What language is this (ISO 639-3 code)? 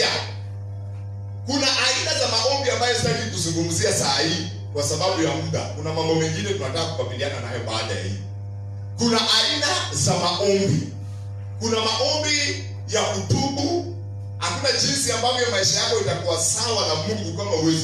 swa